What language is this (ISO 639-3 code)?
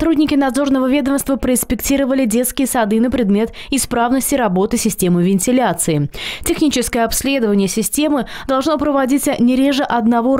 rus